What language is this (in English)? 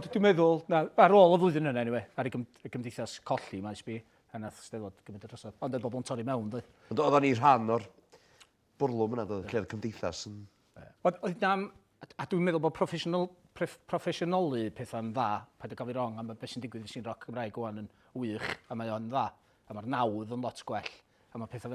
Welsh